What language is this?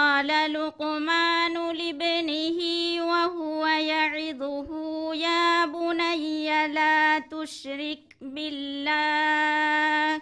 Divehi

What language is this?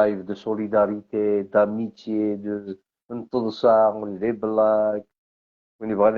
Algerian Arabic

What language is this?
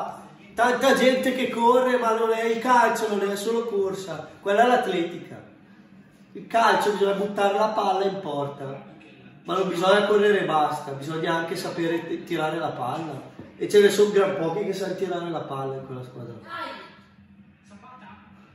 Italian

